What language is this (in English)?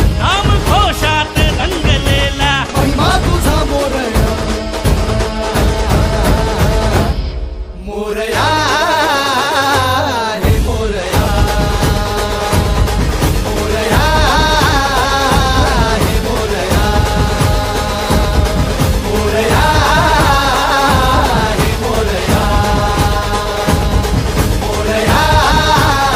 Marathi